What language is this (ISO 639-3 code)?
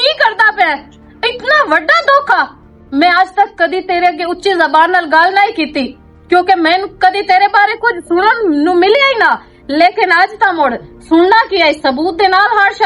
lah